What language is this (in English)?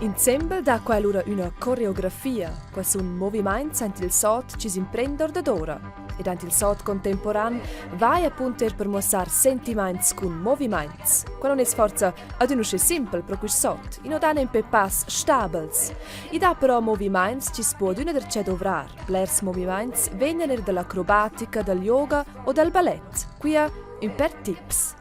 Romansh